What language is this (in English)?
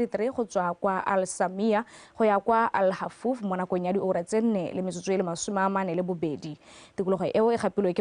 Tswana